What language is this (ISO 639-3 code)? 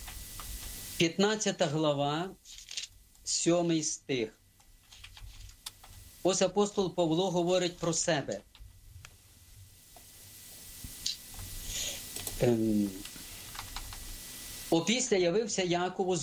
ukr